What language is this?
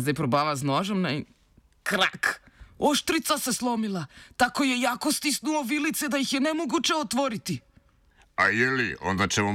Slovenian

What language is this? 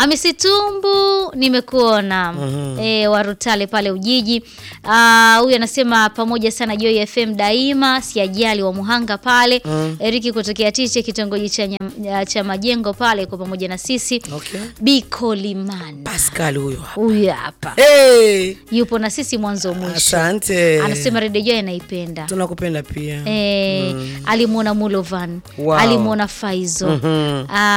Swahili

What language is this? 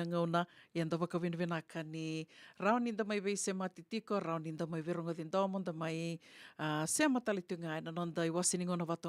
Fijian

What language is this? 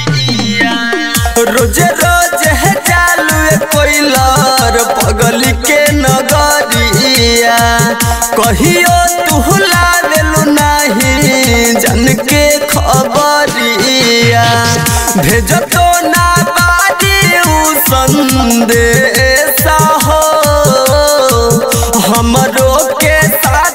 Bhojpuri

